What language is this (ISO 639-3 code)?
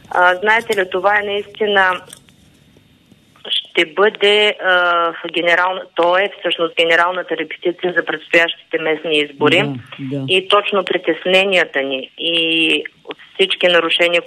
bul